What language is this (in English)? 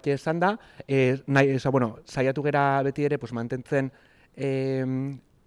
Basque